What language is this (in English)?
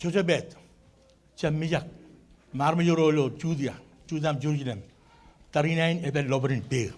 Marshallese